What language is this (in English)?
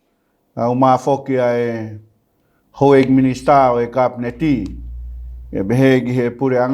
Tongan